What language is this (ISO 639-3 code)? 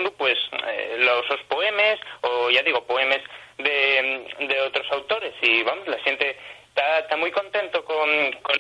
ast